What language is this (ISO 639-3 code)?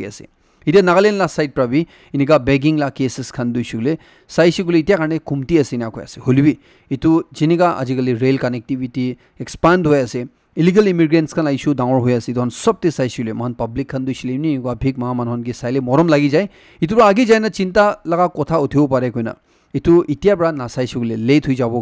nag